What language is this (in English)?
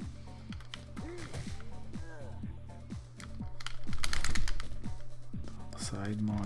Portuguese